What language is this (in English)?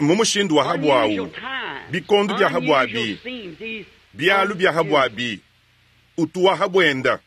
Luba-Lulua